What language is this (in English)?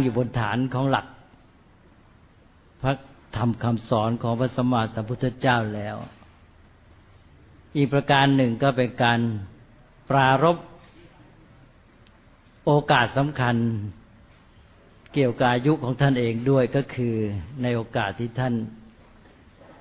Thai